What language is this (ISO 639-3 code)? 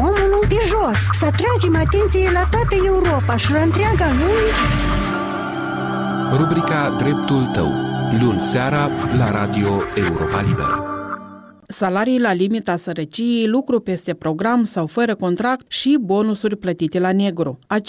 ron